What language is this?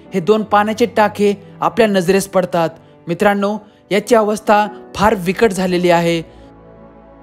Marathi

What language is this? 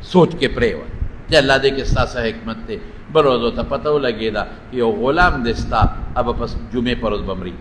Pashto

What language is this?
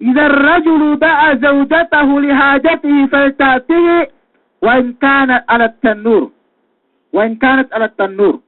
Yakan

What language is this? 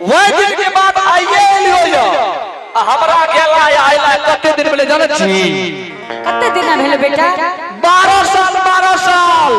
Angika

